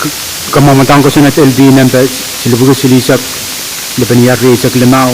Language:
Pohnpeian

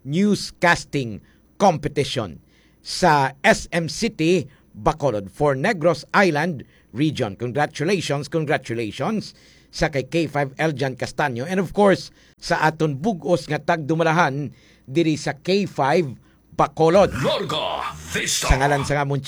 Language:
Hiligaynon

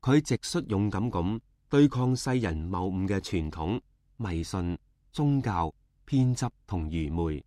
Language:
Cantonese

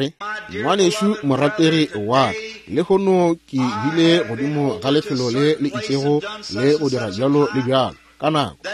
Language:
Northern Sotho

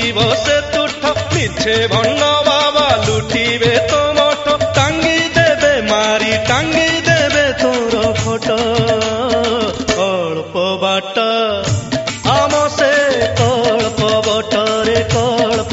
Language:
Odia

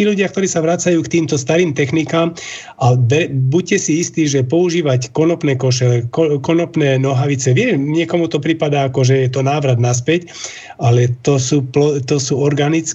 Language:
Slovak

